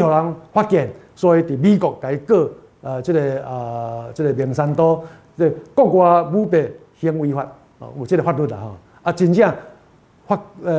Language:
Min Nan Chinese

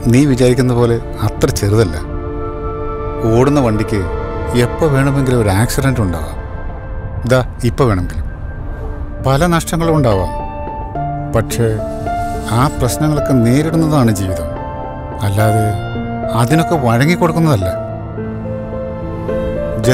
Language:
Malayalam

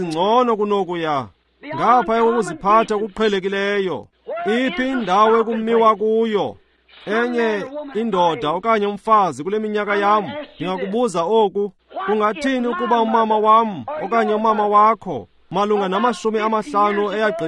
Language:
Xhosa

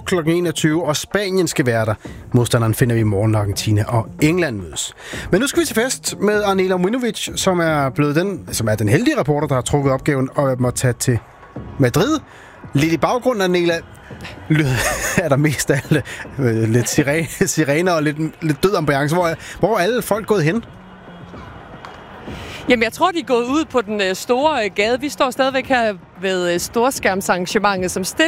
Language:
Danish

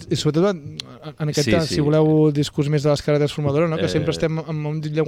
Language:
Catalan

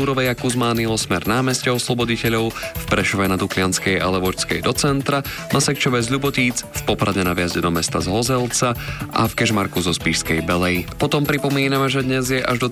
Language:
Slovak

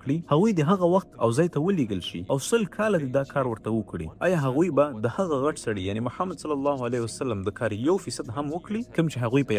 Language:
Pashto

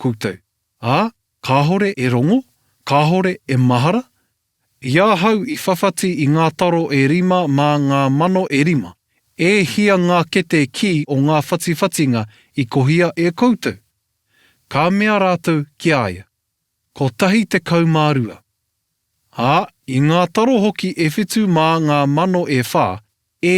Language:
Māori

